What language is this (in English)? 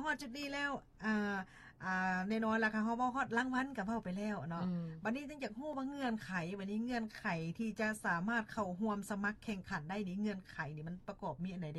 Lao